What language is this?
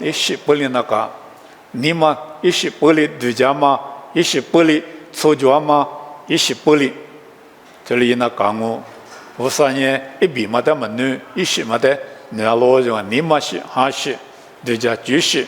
Lisu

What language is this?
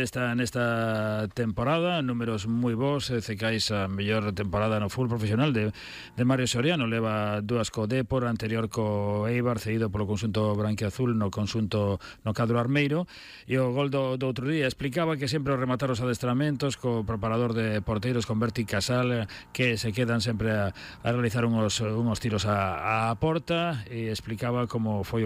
Galician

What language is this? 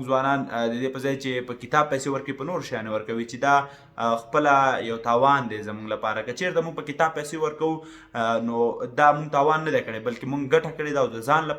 Pashto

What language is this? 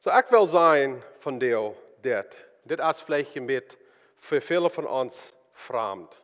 Plautdietsch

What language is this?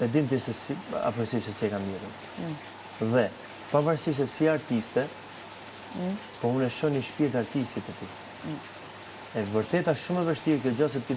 Albanian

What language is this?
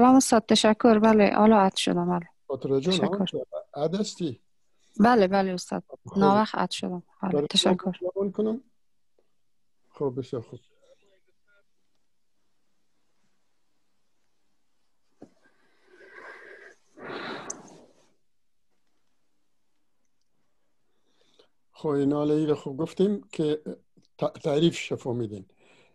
Persian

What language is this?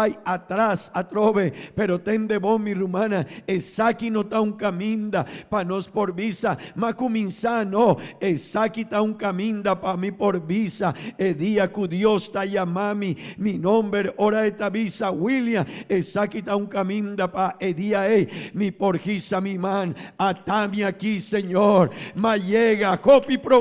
Papiamento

